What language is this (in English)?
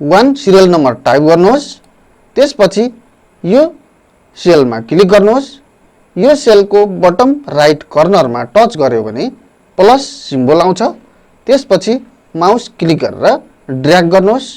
Nepali